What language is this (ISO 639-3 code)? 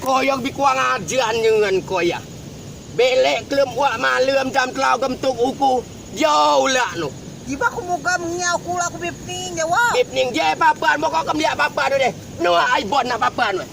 rej